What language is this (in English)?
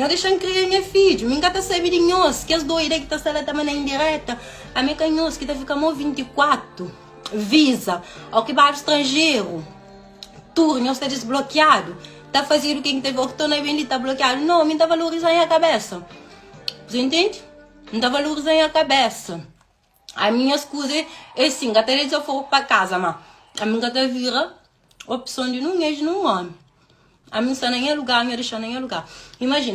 Kabuverdianu